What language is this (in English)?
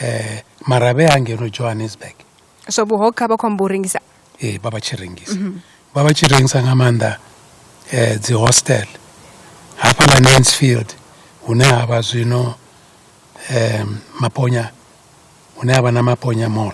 Venda